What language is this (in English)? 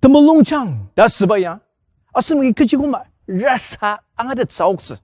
Ao Naga